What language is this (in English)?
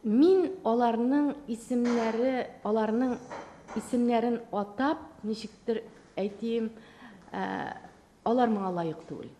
Tatar